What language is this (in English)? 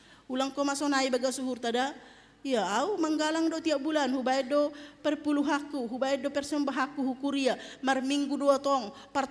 Batak Simalungun